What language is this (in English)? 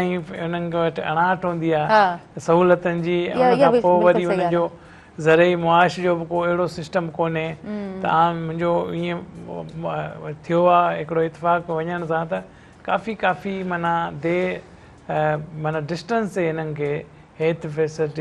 Sindhi